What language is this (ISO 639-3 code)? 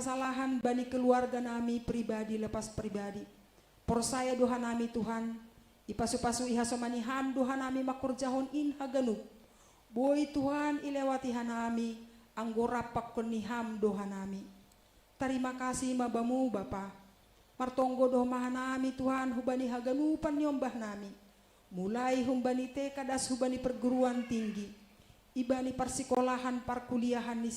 bts